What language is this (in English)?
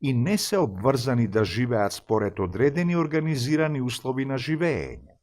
Macedonian